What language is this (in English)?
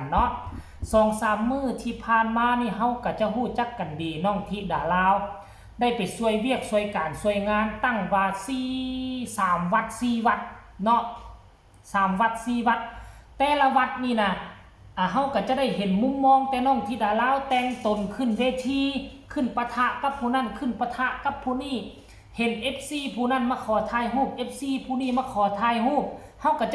Lao